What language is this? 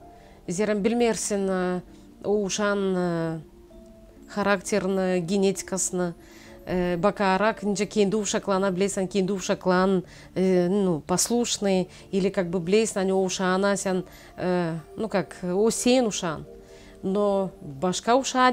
Gagauz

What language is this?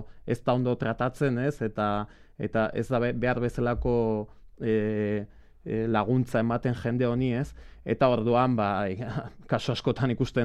Basque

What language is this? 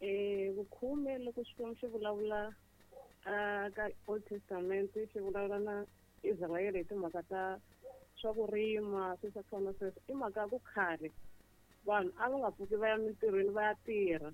Tsonga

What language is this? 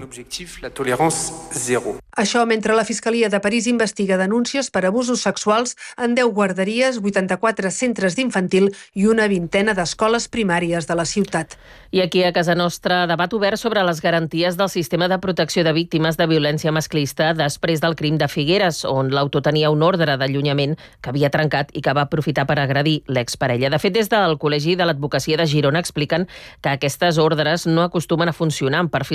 Catalan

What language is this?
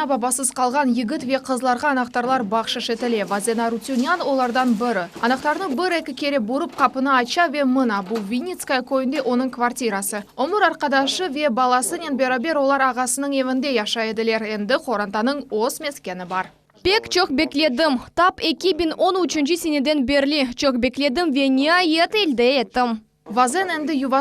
Crimean Tatar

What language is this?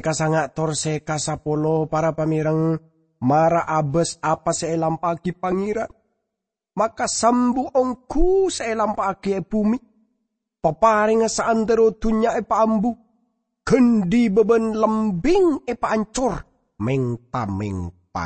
Madurese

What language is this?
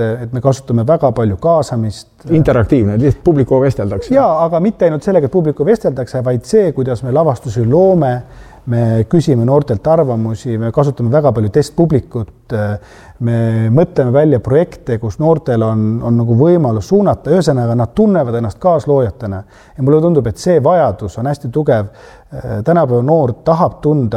Estonian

